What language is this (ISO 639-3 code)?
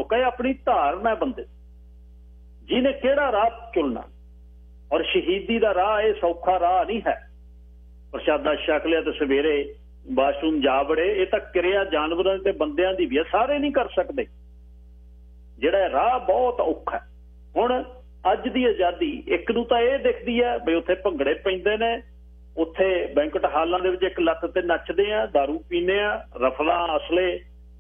pan